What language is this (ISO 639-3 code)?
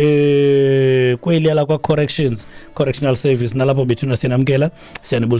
xho